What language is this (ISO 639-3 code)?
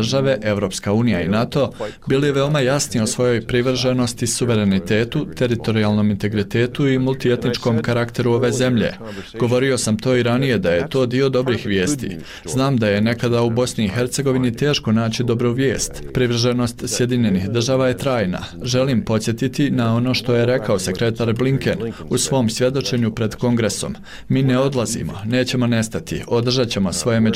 bos